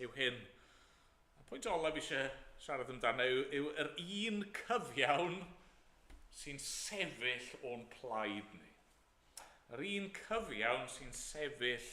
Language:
Welsh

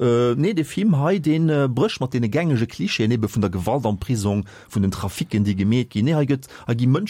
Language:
Luxembourgish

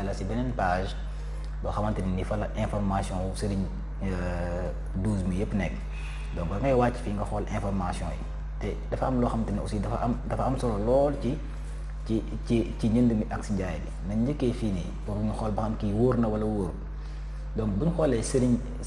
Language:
Wolof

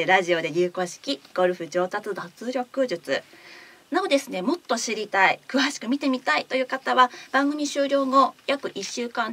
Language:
Japanese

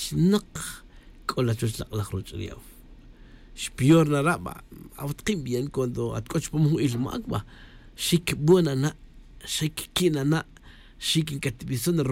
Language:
Tz'utujil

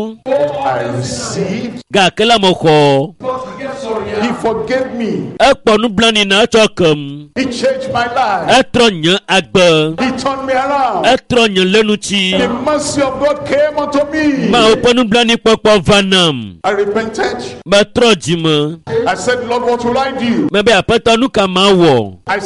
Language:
Ewe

